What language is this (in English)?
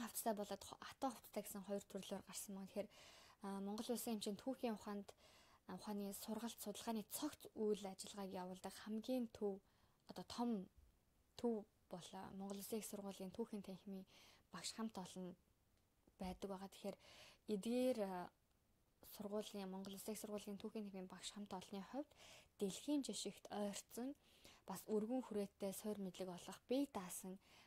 Mongolian